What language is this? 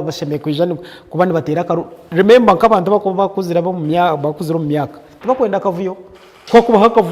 Nyankole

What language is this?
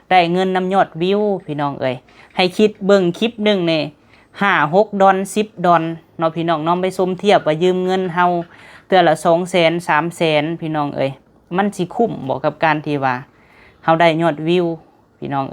Lao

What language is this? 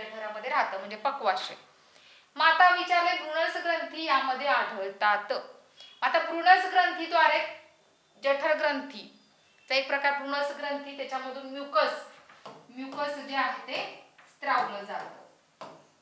Marathi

